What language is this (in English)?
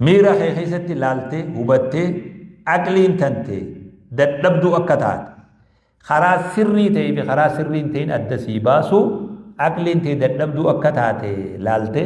Oromo